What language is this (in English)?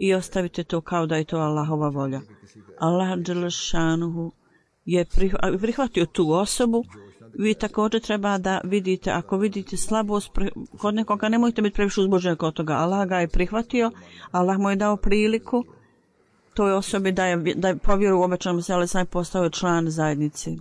Bosnian